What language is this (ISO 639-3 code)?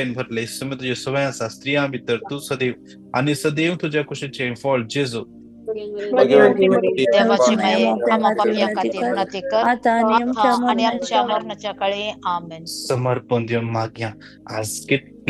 kok